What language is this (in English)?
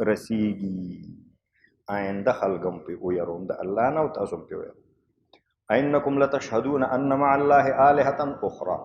Pashto